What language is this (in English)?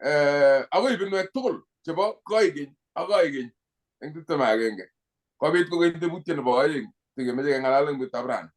Kalenjin